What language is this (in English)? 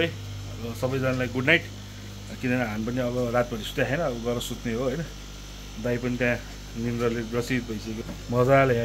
Nepali